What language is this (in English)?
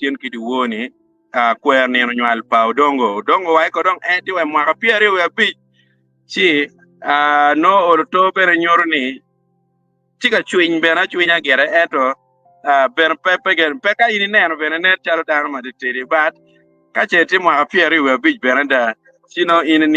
Acoli